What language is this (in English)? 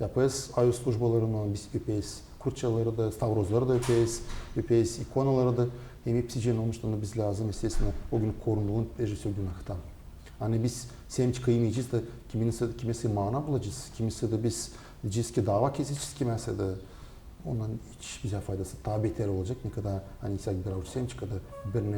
Gagauz